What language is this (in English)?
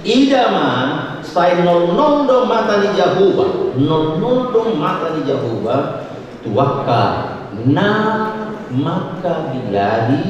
Batak Toba